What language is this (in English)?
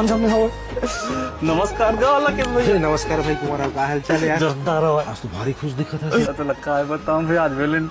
Chhattisgarhi